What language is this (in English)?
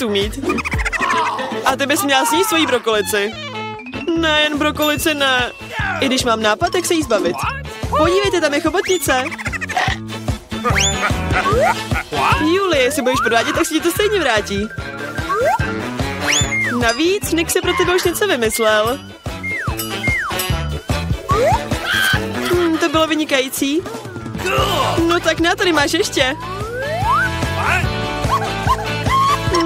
Czech